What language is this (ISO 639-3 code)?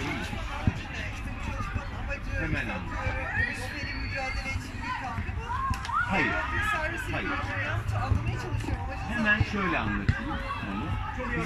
tur